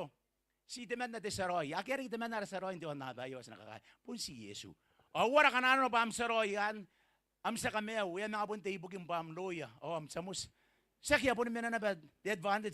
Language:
Gilbertese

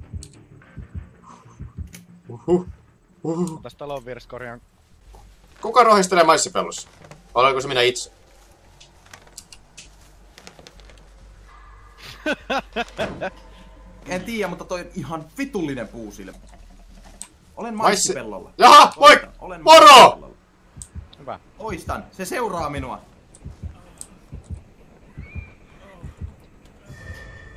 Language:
Finnish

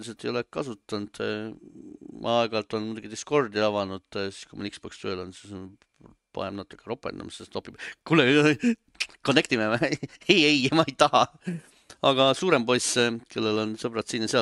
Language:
Estonian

